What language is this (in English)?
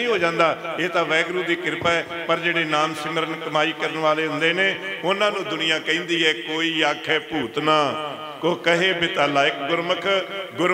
Punjabi